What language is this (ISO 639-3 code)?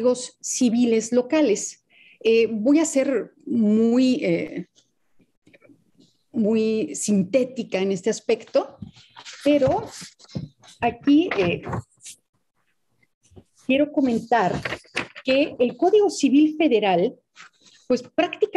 spa